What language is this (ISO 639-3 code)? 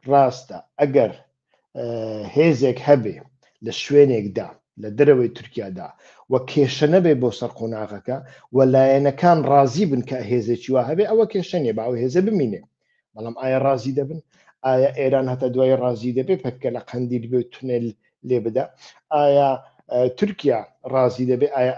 ckb